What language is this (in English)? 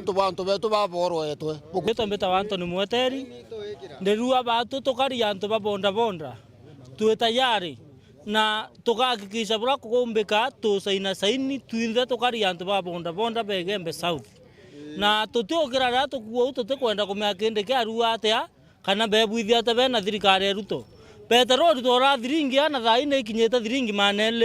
Meru